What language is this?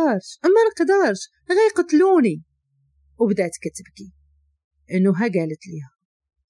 Moroccan Arabic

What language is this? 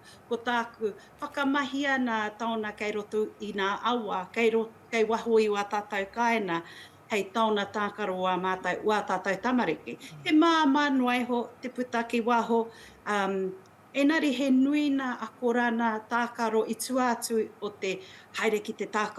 Māori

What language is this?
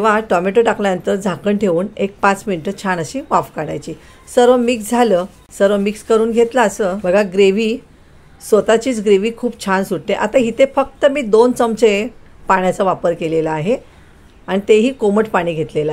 Marathi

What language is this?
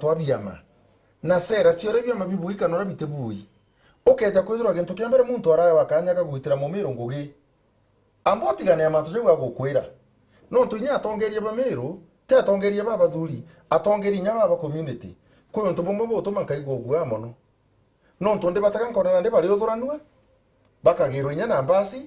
Meru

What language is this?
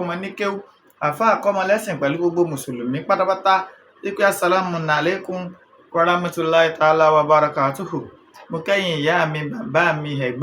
Yoruba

